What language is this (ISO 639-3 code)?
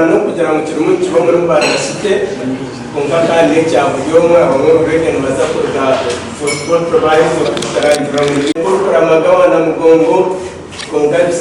nyn